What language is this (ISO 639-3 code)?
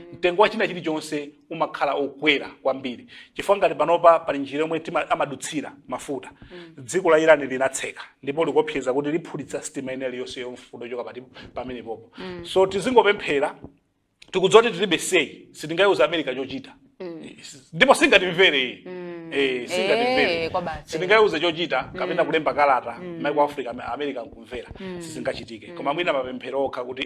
nya